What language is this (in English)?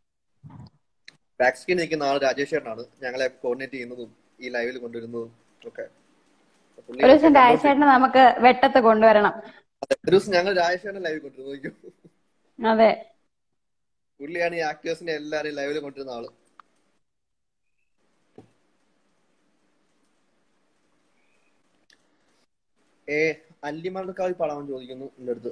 Malayalam